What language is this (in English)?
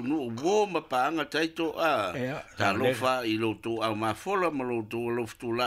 Samoan